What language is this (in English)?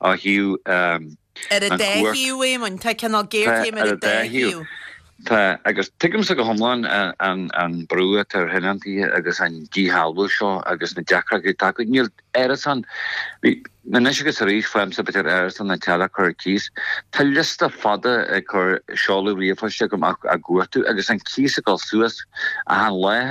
Irish